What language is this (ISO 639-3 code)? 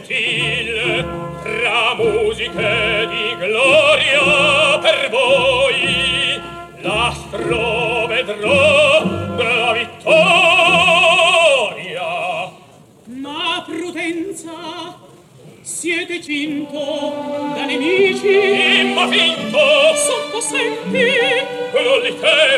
ita